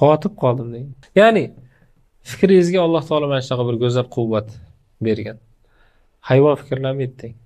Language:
Uzbek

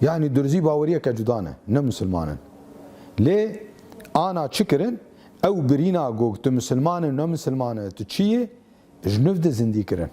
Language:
Kurdish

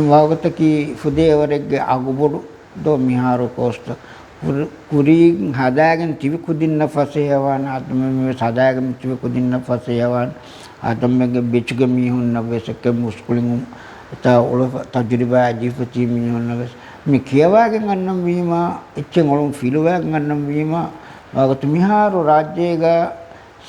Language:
Divehi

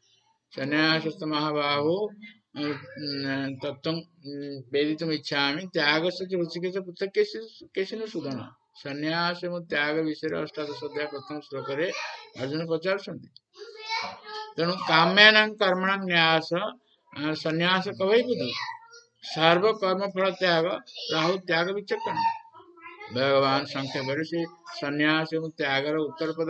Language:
Odia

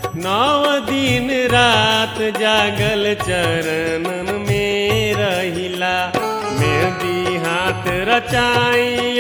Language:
Bhojpuri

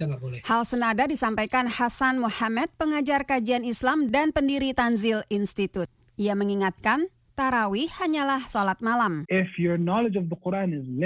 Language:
Indonesian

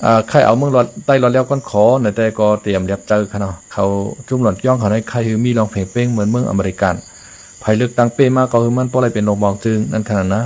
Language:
Shan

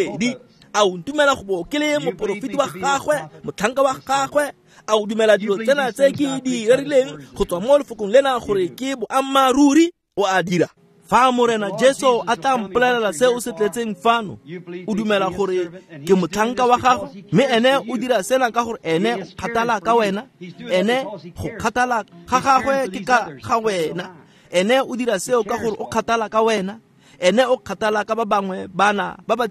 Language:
Tswana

